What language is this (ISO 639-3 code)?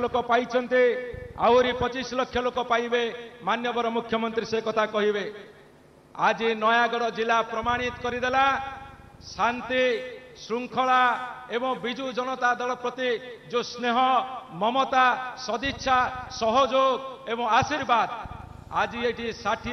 ori